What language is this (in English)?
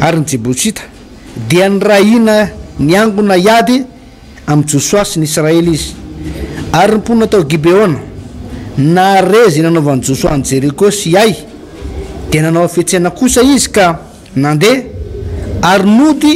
Malagasy